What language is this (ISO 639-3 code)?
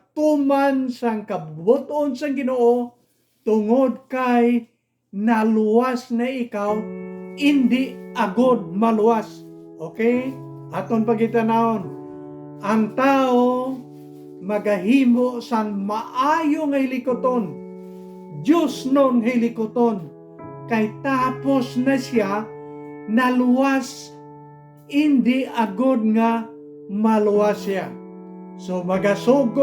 hil